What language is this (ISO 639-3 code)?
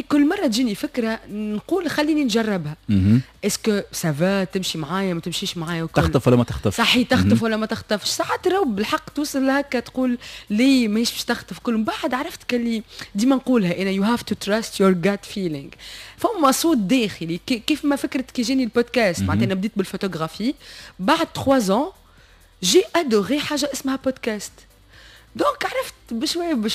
aeb